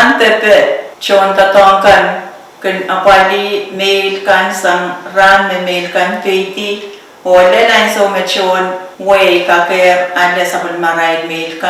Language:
Pohnpeian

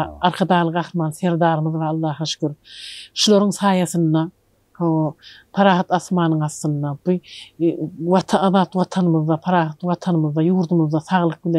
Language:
Turkmen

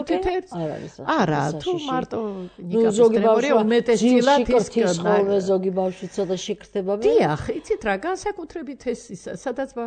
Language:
Georgian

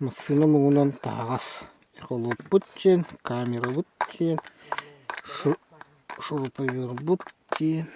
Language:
Yakut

